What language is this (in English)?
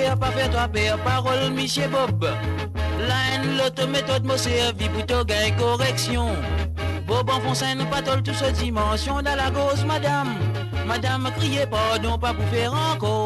Morisyen